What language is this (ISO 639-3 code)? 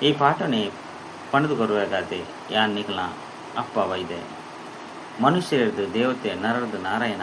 tcy